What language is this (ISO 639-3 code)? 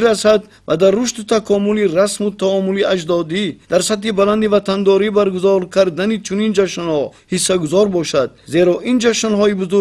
tgk